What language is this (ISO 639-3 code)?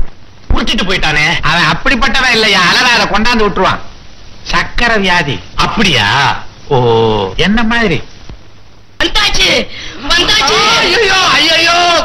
tam